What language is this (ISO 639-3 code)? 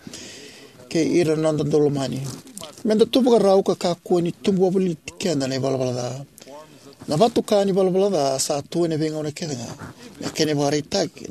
fij